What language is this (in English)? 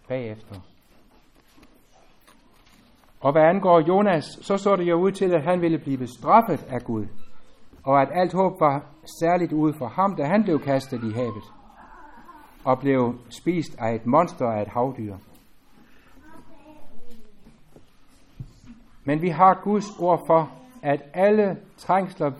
Danish